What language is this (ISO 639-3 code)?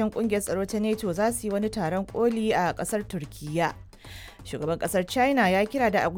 hau